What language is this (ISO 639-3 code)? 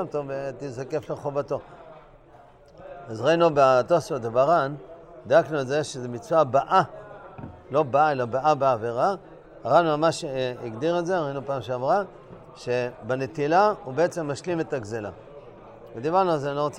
heb